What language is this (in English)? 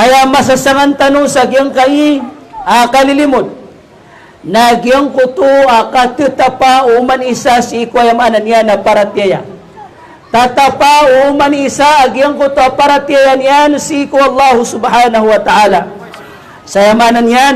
Maranao